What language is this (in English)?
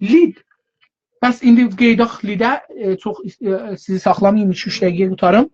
South Azerbaijani